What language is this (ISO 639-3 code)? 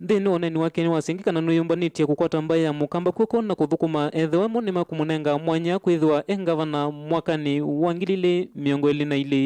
kam